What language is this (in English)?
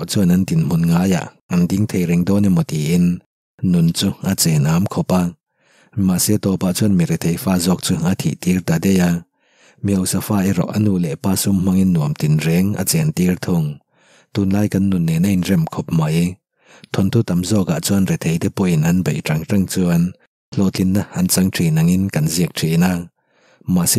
Mizo